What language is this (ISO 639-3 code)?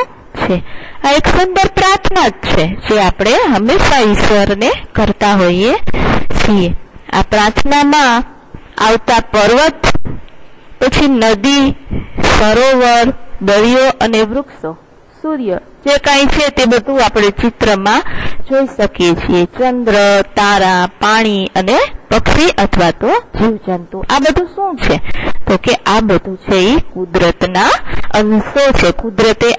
guj